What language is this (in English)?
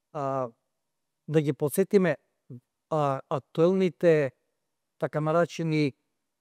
Macedonian